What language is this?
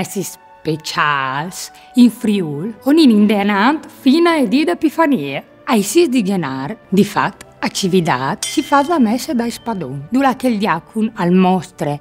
Friulian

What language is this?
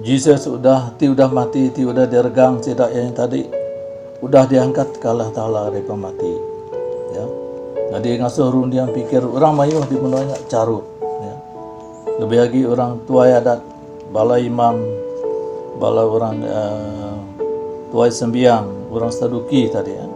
Iban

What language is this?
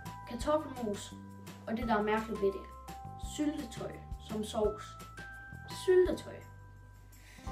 Danish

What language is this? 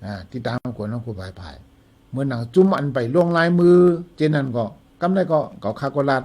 Shan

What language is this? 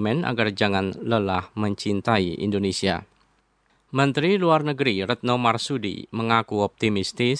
Indonesian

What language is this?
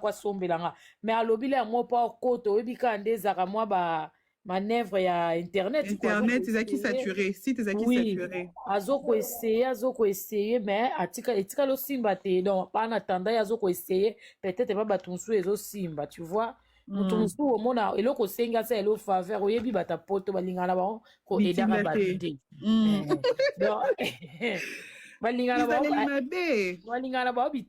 Lingala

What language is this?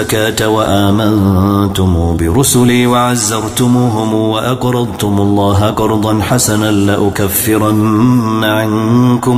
Arabic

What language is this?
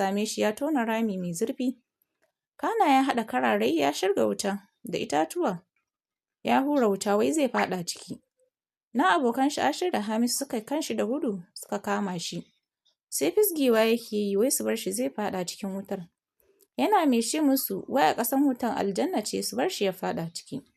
Hausa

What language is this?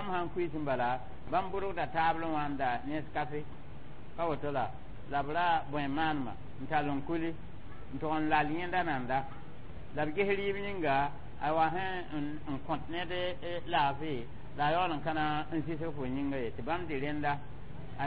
Mossi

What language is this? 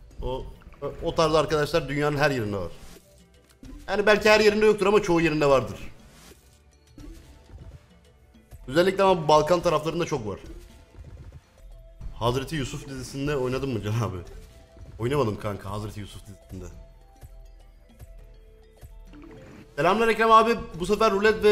Turkish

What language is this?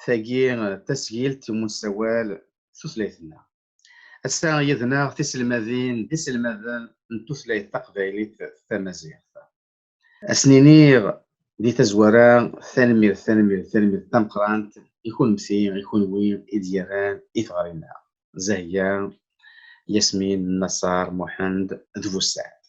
Kabyle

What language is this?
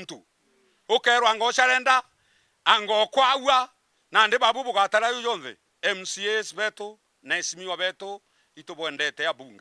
Meru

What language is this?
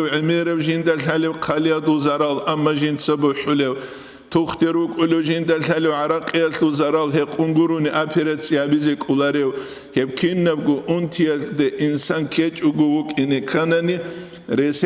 Avaric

